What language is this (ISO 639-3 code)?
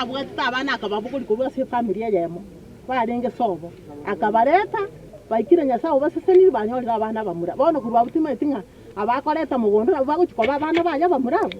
guz